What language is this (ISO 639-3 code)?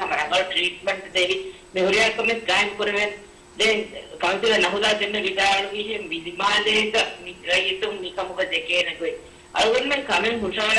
div